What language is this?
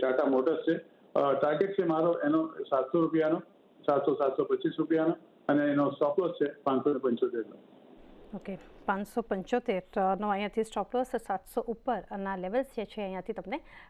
Gujarati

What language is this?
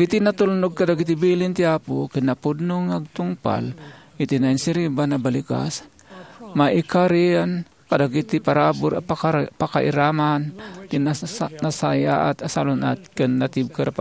Iloko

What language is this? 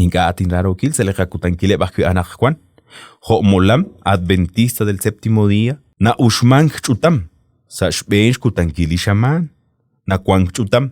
Kekchí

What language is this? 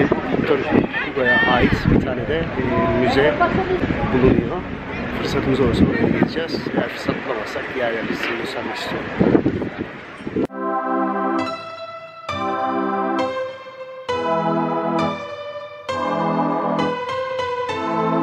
Turkish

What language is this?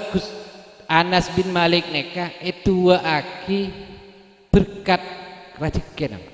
Madurese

